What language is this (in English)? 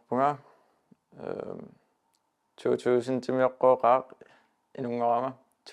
Kalaallisut